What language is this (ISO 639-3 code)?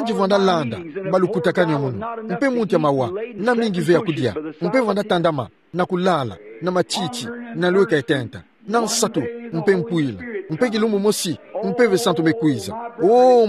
ktu